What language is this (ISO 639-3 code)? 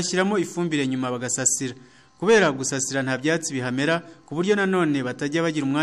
kin